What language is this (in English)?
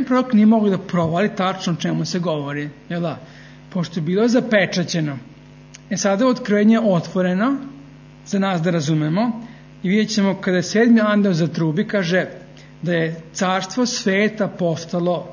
Serbian